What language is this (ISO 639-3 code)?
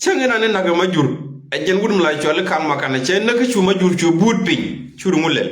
nus